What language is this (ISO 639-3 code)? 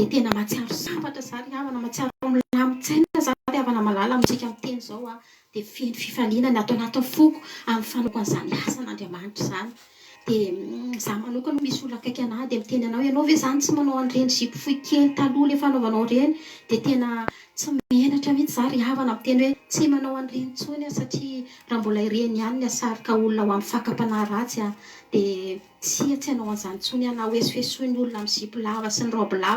mlg